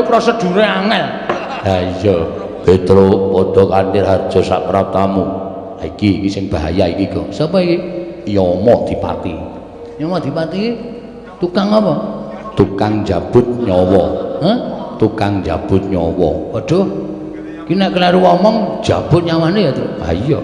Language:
Javanese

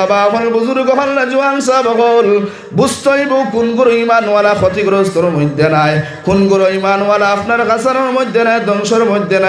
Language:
Sylheti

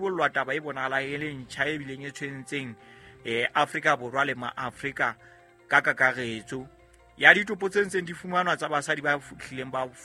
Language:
Southern Sotho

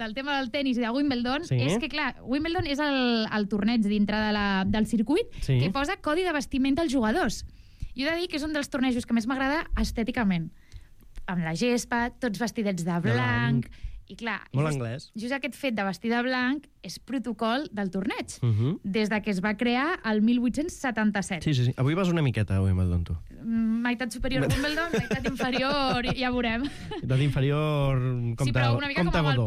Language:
Catalan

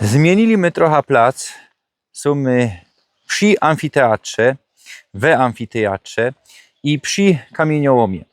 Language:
Silesian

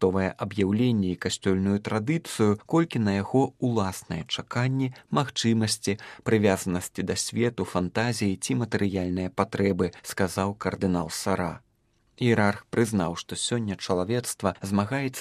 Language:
Belarusian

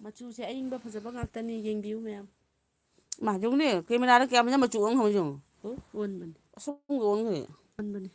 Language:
Manipuri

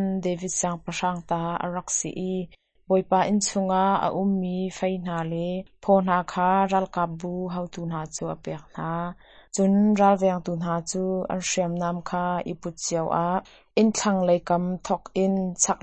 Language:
Hakha Chin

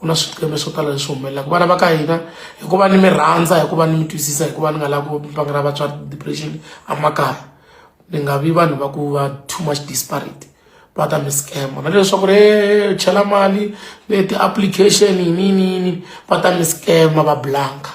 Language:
Tsonga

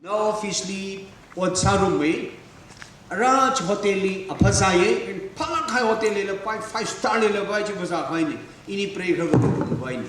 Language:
Tangkhul Naga (India)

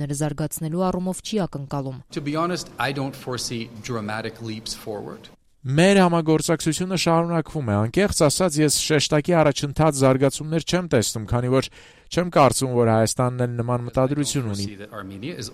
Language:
Armenian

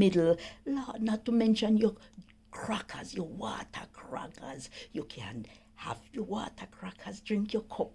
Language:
Jamaican Creole English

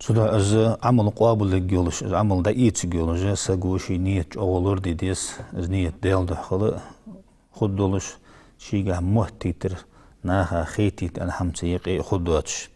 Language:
Ingush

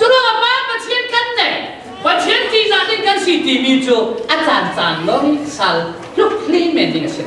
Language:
Falam Chin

